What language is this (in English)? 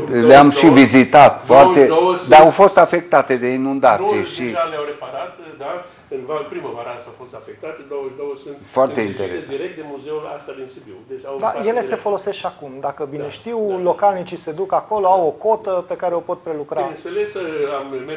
Romanian